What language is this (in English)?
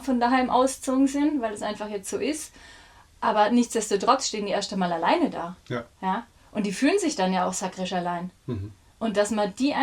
Bavarian